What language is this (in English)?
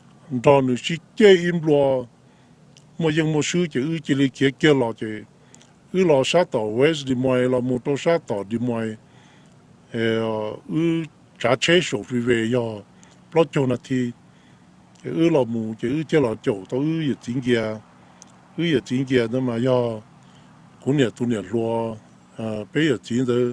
Hmong